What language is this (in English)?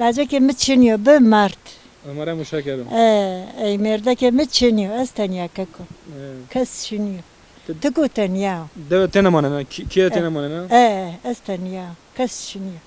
Zaza